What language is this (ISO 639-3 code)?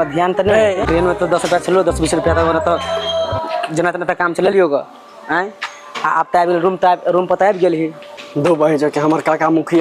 mai